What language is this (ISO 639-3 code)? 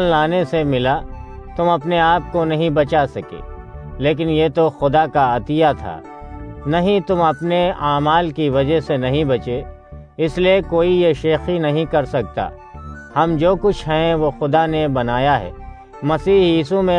urd